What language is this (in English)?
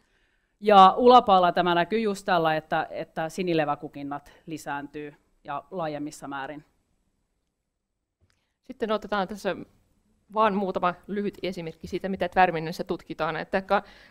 Finnish